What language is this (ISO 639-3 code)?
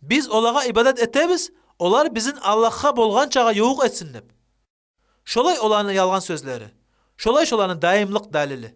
kum